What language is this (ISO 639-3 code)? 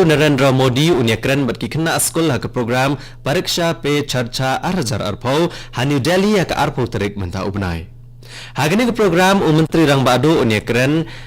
kha